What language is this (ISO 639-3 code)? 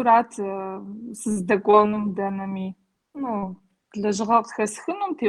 kbd